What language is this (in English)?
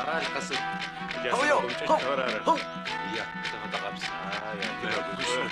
Adyghe